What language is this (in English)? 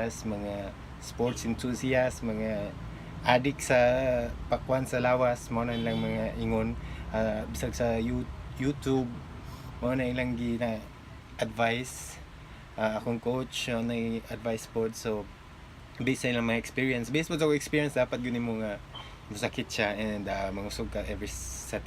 Cebuano